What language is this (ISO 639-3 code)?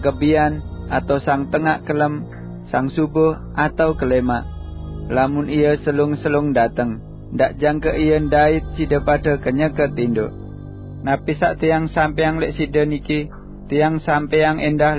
sas